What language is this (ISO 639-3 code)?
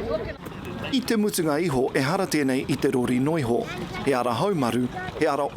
mri